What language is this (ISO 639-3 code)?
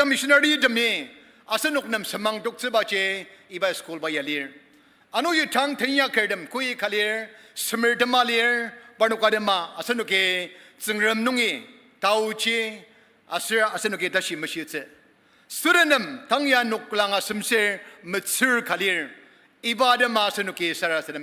njo